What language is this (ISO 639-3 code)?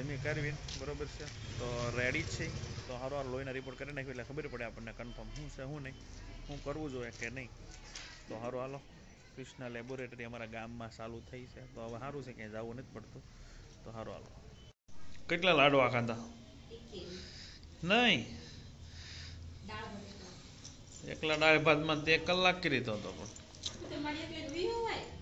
guj